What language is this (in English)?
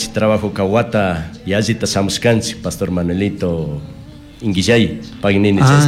Chimborazo Highland Quichua